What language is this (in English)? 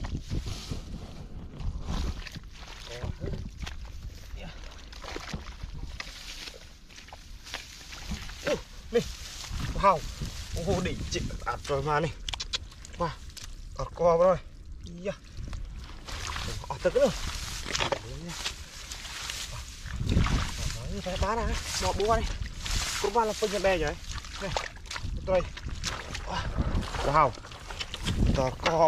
Vietnamese